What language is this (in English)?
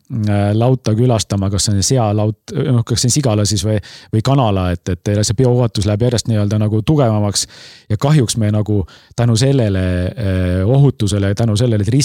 Estonian